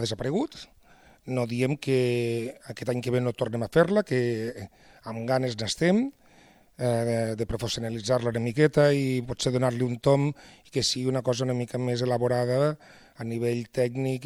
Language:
Catalan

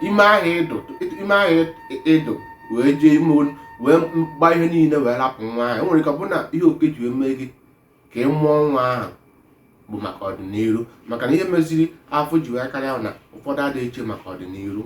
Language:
Igbo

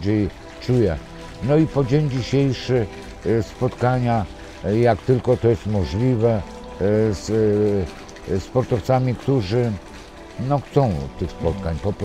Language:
Polish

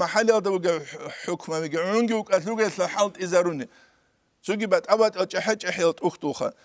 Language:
Avaric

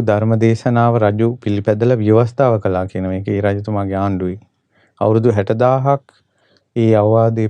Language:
Sinhala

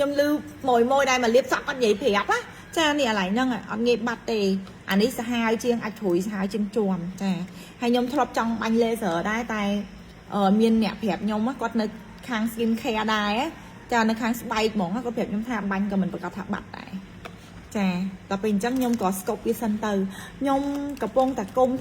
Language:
Khmer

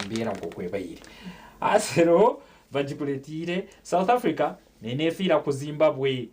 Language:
Nyankole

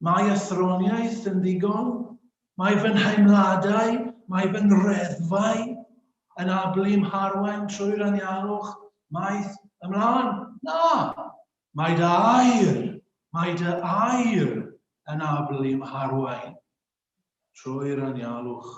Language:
Welsh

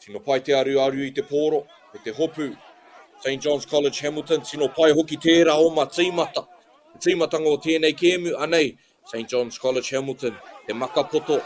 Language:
Māori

